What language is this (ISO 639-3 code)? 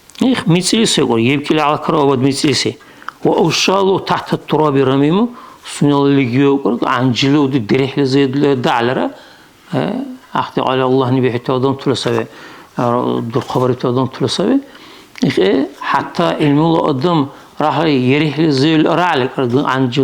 dar